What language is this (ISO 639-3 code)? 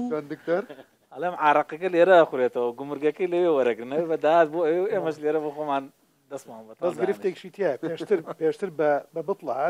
ckb